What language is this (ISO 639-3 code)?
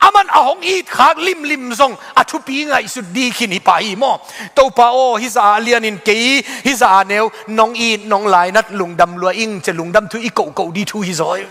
ctd